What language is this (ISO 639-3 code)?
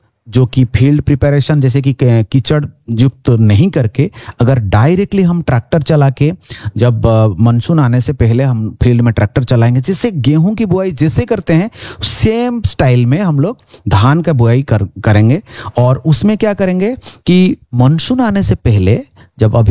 hin